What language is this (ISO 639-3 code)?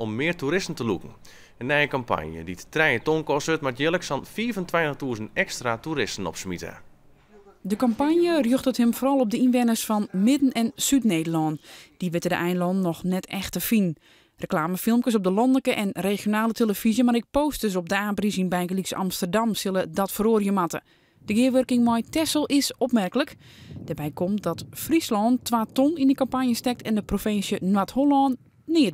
fry